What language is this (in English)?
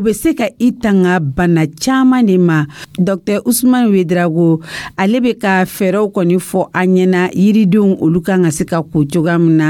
Dyula